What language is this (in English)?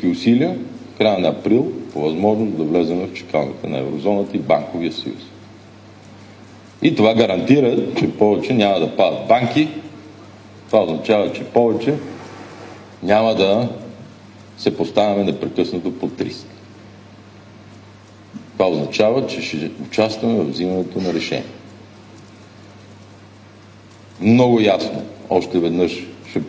Bulgarian